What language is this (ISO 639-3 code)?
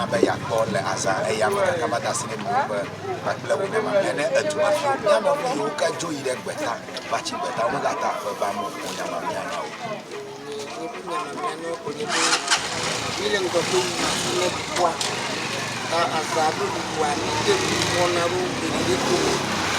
ewe